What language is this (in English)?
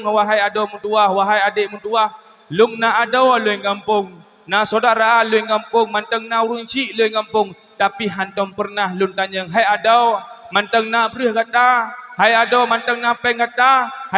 Achinese